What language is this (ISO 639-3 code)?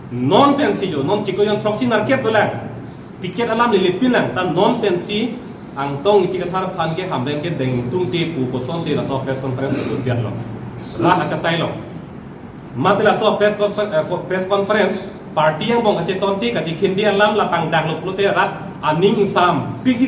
mjw